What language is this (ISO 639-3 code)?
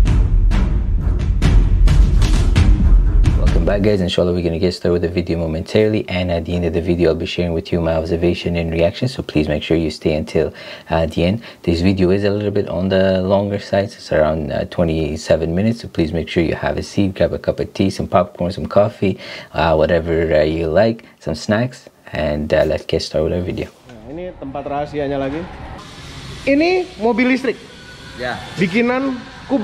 ind